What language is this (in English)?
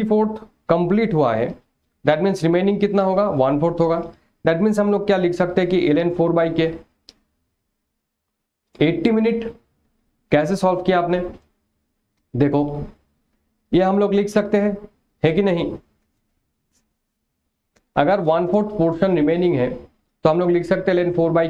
Hindi